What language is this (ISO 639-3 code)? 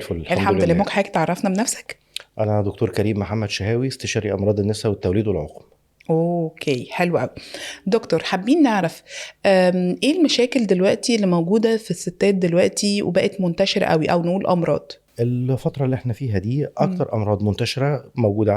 arz